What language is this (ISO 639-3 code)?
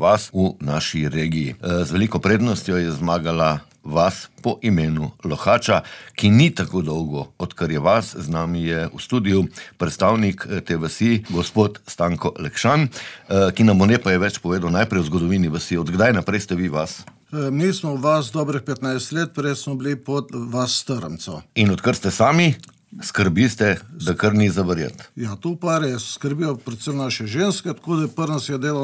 slv